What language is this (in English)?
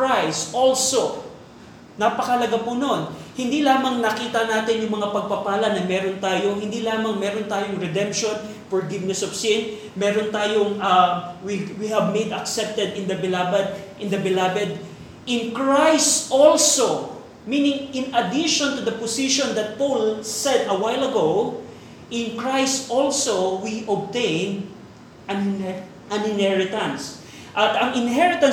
Filipino